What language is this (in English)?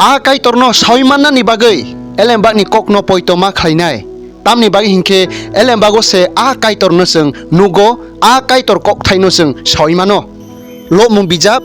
Kok Borok